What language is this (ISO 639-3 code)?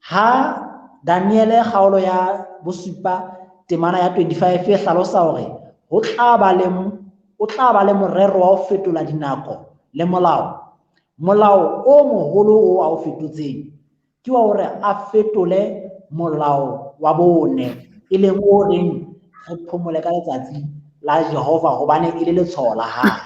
sot